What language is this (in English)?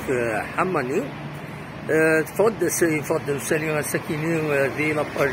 Kabyle